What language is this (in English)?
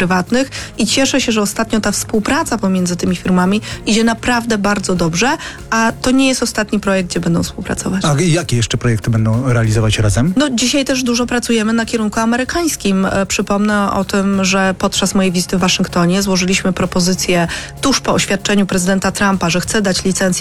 Polish